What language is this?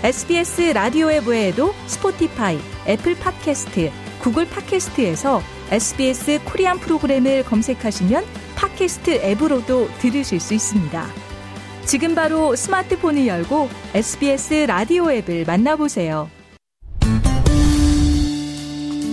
Korean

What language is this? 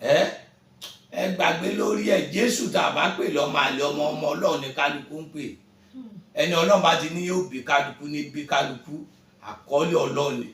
Yoruba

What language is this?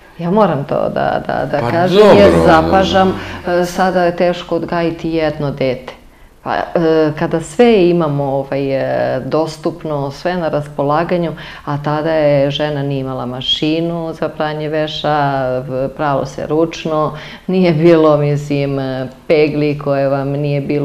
Serbian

